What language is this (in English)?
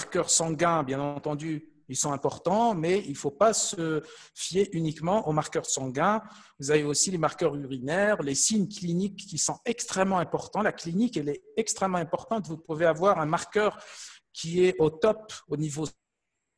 French